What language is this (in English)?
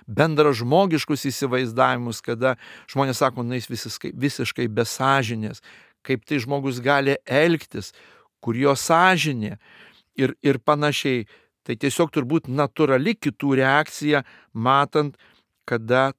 Lithuanian